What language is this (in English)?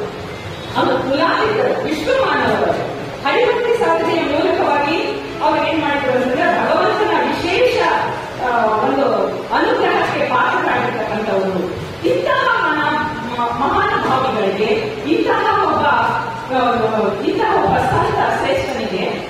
Kannada